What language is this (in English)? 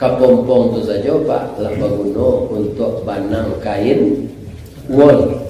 Minangkabau